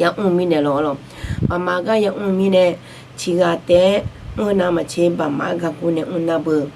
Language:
Akha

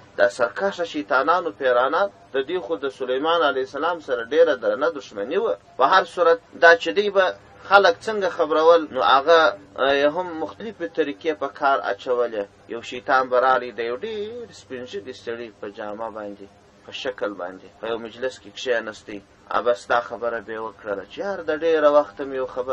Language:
Pashto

